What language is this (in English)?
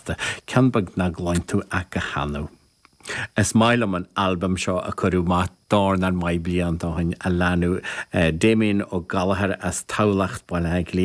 Irish